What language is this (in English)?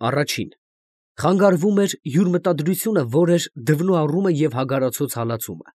Armenian